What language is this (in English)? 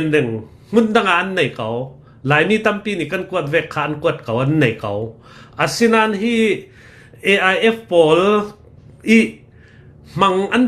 Hakha Chin